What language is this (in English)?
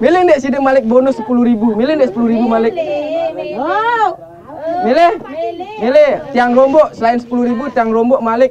Sasak